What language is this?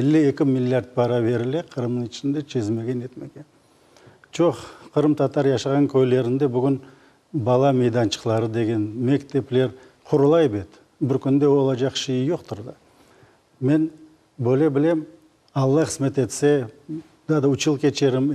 Crimean Tatar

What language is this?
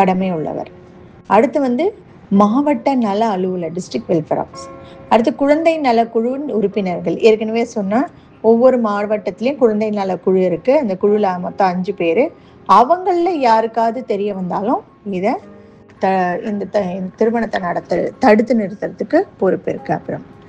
Tamil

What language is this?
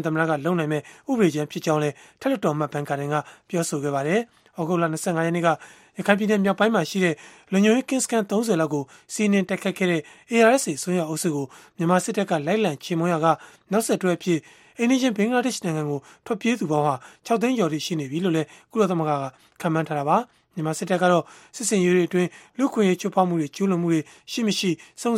Burmese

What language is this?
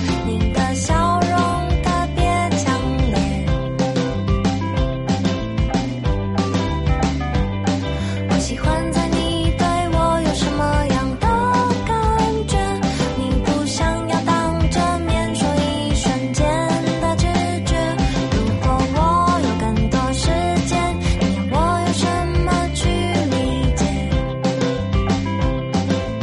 Chinese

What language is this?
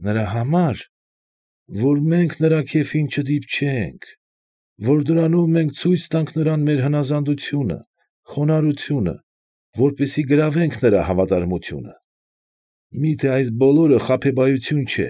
Armenian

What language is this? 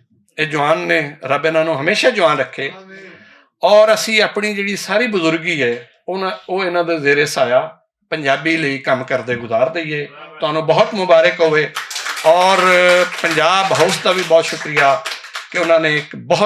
Western Panjabi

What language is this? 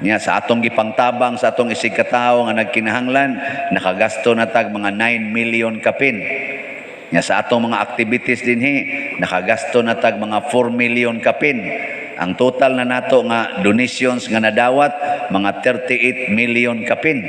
Cebuano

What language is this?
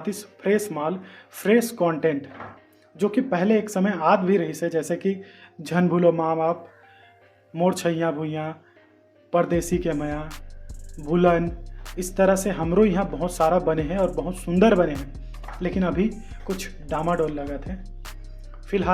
Chhattisgarhi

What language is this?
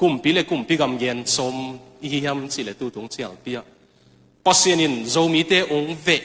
Tedim Chin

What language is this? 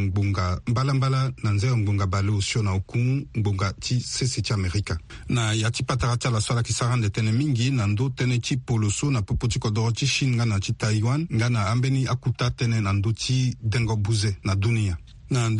Sango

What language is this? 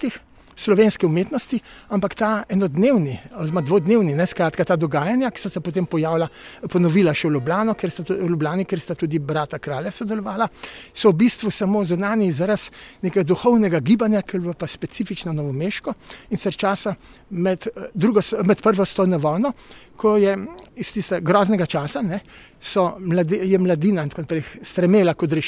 Slovenian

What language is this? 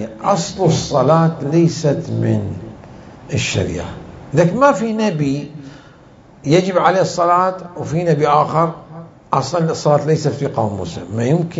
Mesopotamian Arabic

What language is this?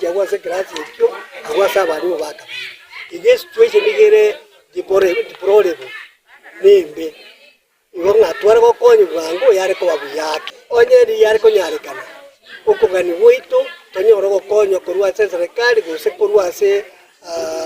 Gusii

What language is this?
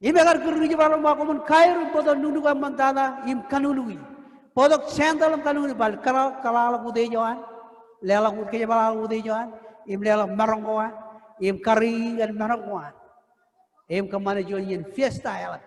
Marshallese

